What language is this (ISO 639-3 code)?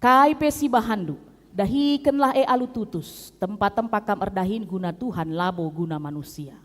btx